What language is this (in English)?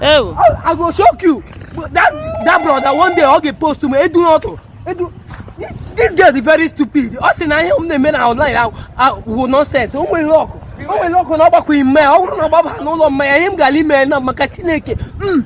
Igbo